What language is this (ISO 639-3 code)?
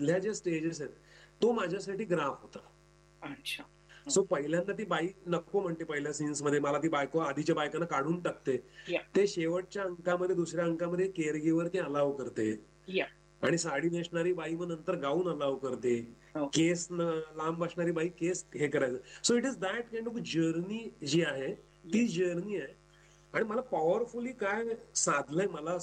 mar